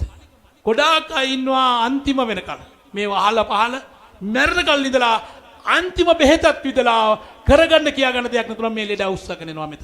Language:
Sinhala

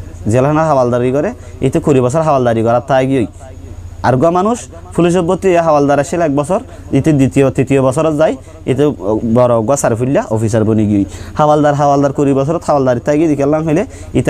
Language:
Rohingya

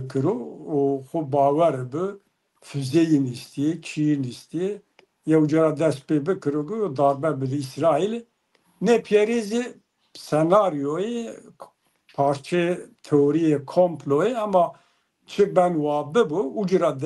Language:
Zaza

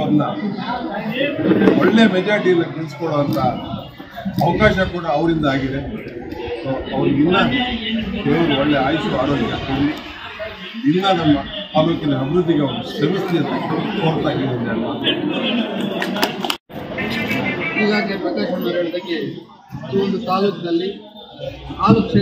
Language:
Kannada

